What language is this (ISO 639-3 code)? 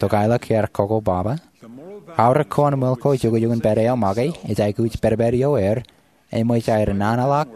mah